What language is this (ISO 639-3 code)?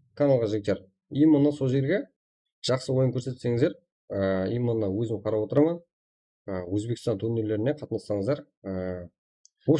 kaa